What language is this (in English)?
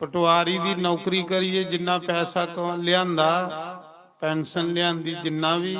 Dogri